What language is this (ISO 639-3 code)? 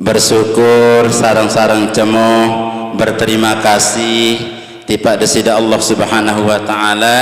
sas